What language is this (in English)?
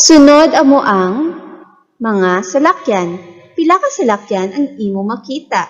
Hiligaynon